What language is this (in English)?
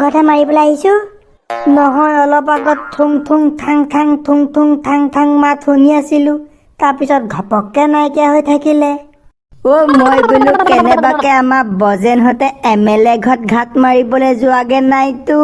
Assamese